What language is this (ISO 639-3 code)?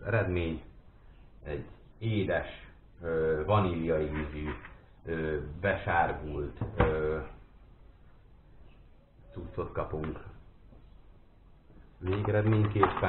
hun